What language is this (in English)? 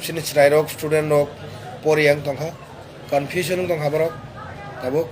Kok Borok